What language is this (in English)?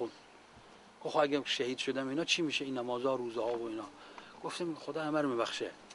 Persian